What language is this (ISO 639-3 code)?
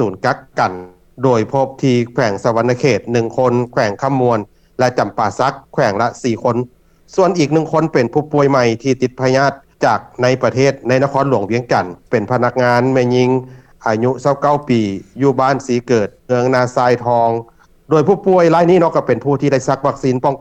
lao